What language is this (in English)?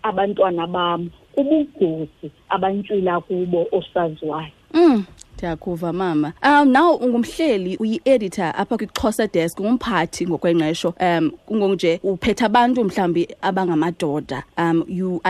Xhosa